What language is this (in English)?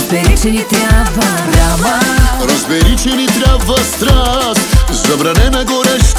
Bulgarian